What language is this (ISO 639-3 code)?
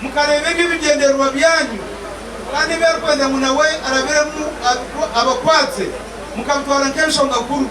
nyn